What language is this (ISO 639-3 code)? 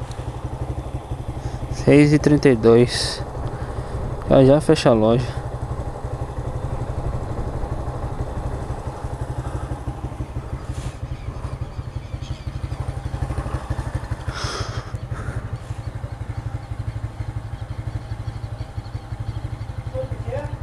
por